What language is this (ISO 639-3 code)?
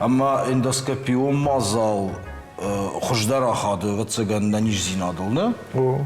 oss